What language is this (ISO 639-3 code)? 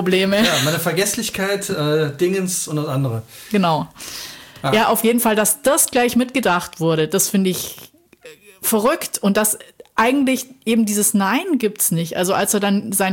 deu